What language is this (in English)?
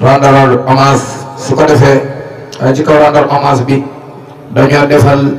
Wolof